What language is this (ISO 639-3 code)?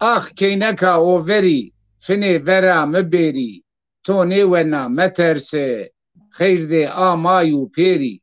zza